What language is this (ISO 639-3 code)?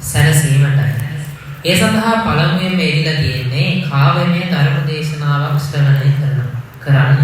sin